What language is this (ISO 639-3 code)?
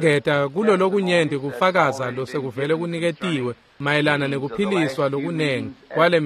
ssw